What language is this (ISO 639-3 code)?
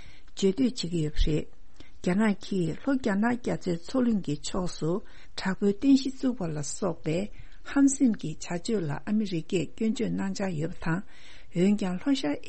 bod